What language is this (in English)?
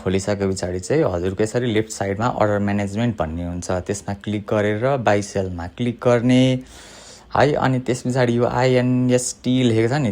Nepali